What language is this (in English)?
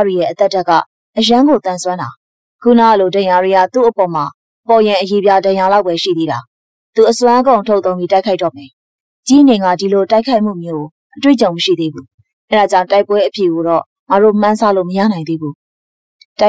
Burmese